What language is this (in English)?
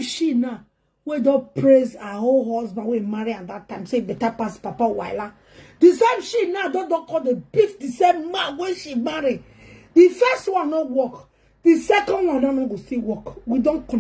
Nigerian Pidgin